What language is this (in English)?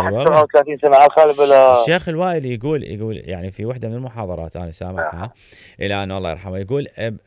Mesopotamian Arabic